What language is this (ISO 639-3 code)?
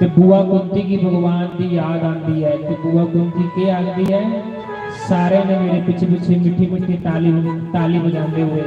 doi